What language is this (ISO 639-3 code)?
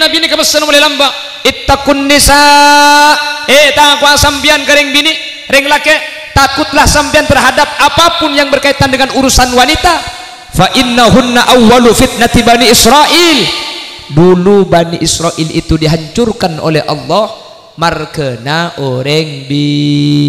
mad